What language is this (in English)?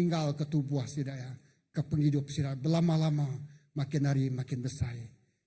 Iban